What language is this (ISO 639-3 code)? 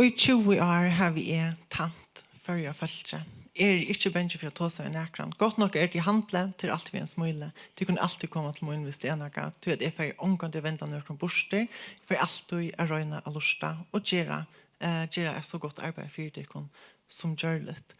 fao